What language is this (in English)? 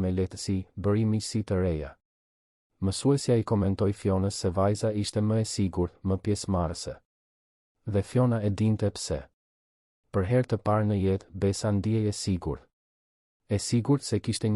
Albanian